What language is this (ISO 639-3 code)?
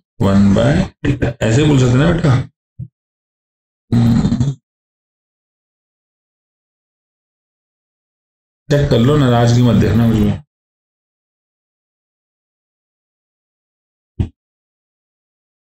hin